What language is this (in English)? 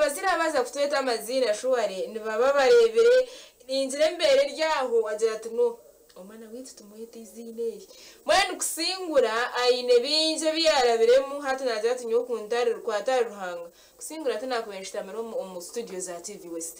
Nyankole